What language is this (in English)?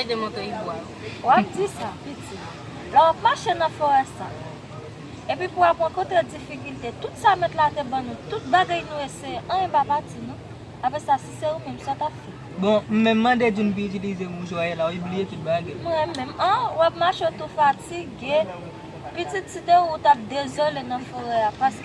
Haitian Creole